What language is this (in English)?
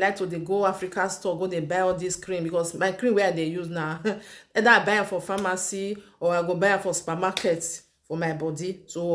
Nigerian Pidgin